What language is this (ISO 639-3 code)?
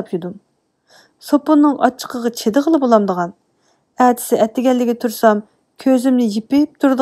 uig